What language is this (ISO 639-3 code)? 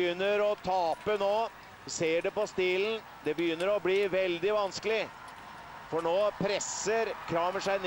nor